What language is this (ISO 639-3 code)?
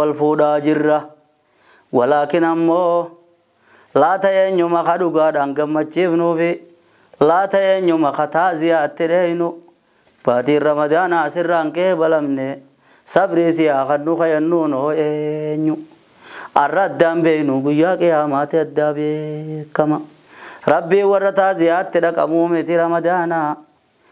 orm